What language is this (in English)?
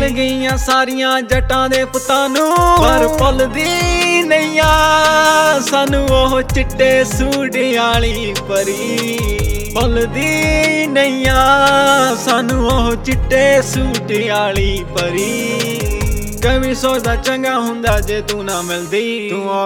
Punjabi